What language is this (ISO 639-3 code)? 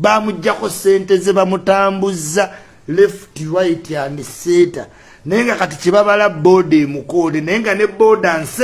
lug